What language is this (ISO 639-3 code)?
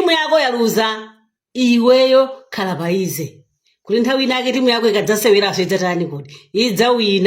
nya